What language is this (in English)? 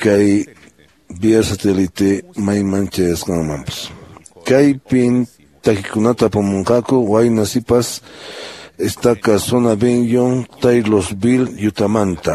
Quechua